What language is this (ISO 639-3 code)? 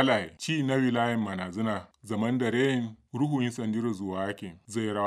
kau